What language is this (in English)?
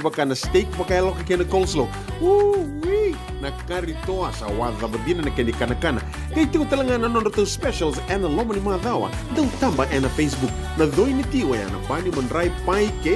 Fijian